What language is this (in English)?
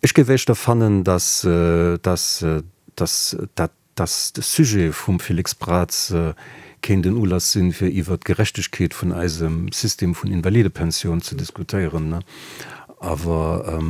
Luxembourgish